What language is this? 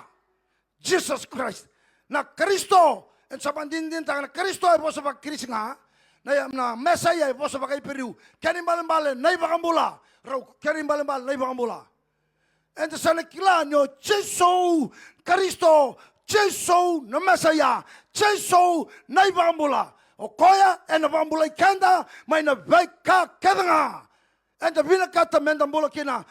Fijian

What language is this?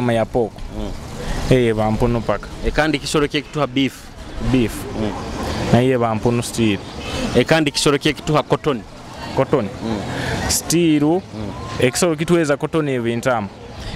Nyoro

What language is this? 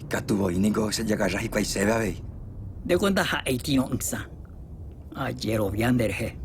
Guarani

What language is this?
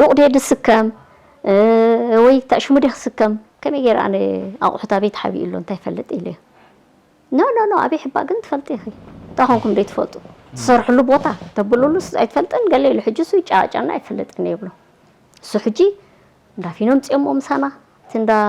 Tigrinya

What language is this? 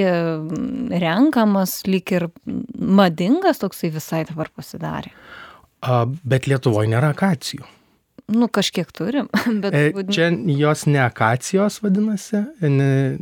Lithuanian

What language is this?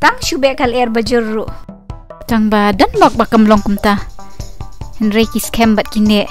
Khasi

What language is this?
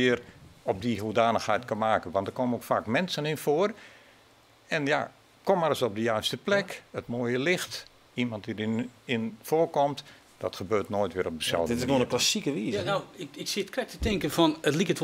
Western Frisian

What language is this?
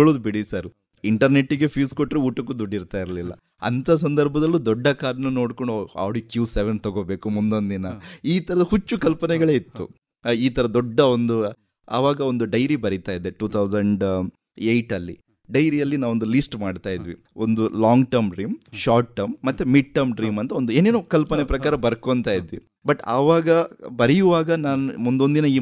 Kannada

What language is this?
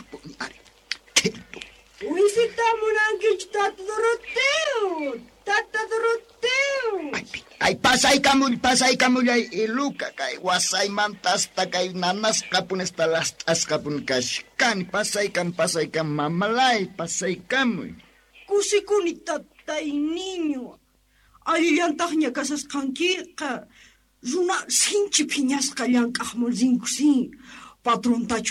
Quechua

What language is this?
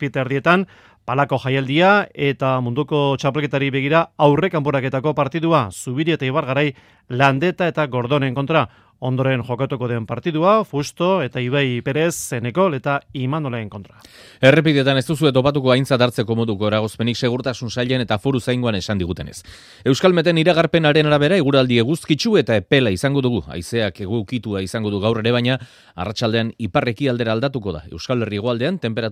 Basque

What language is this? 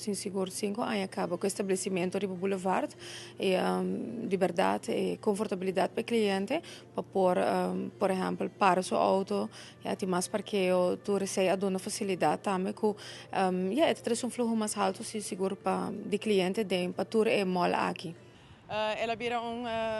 Papiamento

